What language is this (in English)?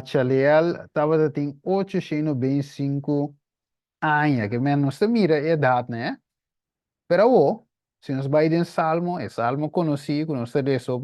Papiamento